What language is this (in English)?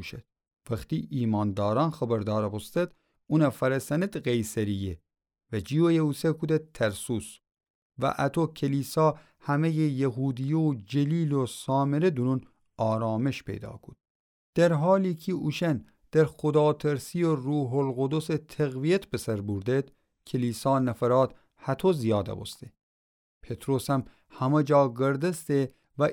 Gilaki